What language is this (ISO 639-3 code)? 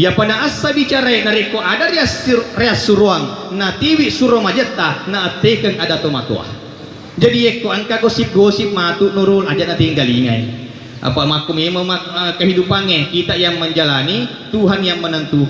bug